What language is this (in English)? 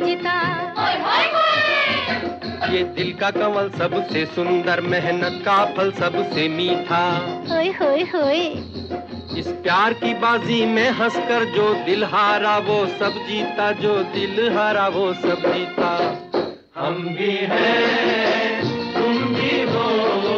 Hindi